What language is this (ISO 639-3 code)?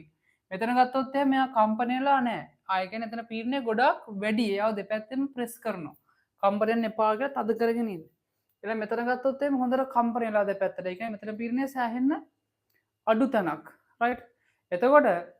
sin